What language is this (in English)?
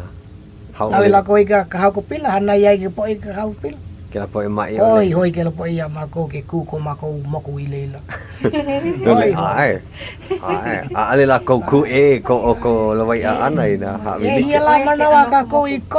Hawaiian